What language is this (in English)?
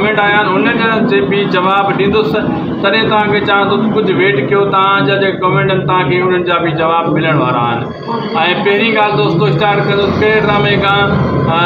Sindhi